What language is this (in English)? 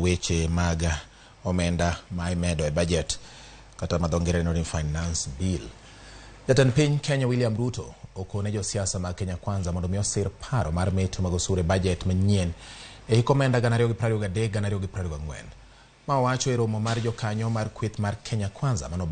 Luo (Kenya and Tanzania)